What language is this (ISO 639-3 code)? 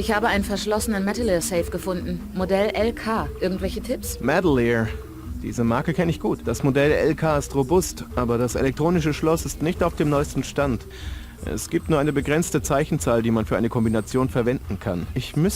bar